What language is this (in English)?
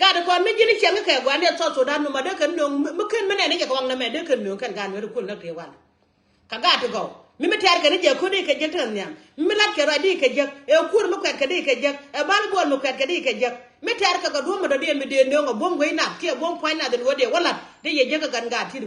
Nuer